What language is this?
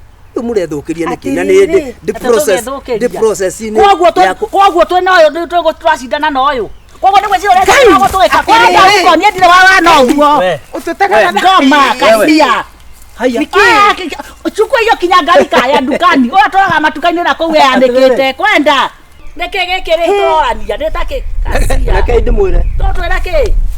Kikuyu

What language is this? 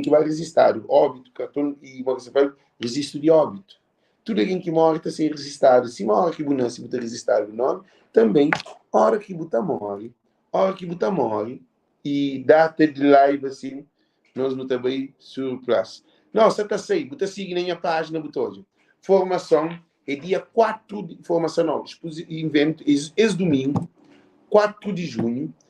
Kabuverdianu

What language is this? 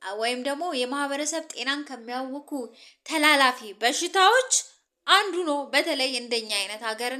Amharic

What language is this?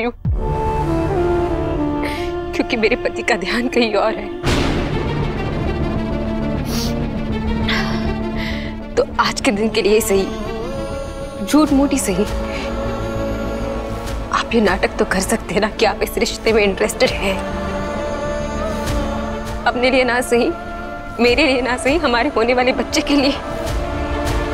Hindi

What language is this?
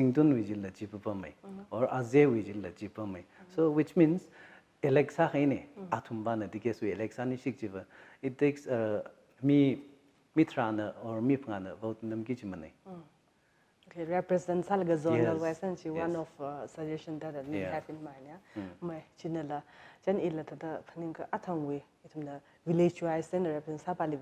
Tangkhul Naga (India)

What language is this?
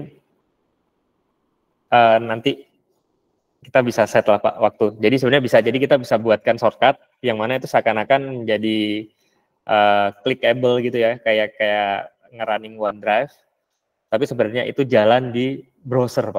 Indonesian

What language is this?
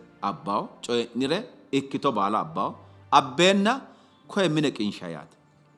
Sidamo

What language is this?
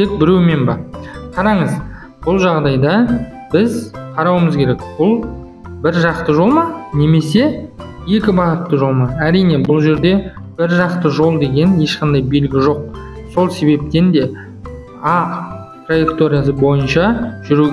Kazakh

